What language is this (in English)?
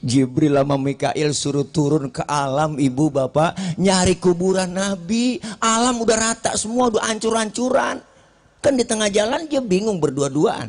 Betawi